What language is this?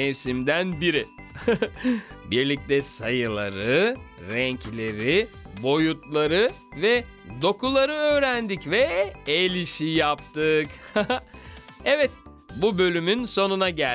Turkish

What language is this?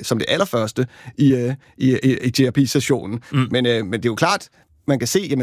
Danish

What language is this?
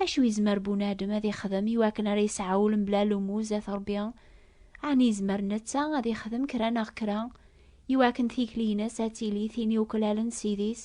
Kabyle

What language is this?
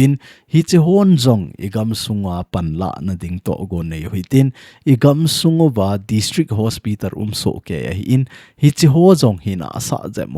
Thado Chin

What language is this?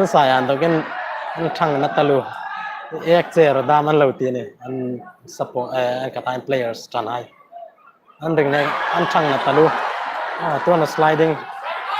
Hmar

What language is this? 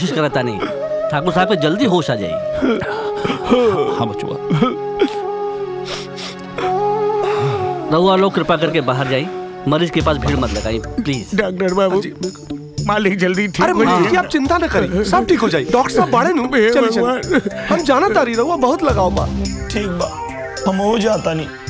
Bhojpuri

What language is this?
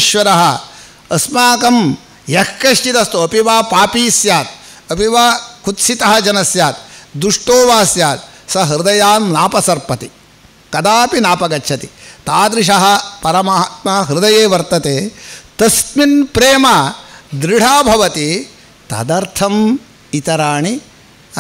Sanskrit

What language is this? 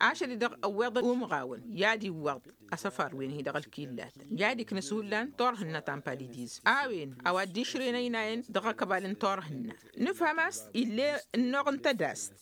Tamasheq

